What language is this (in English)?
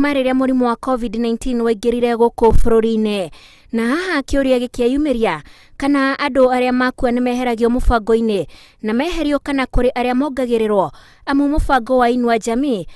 Kikuyu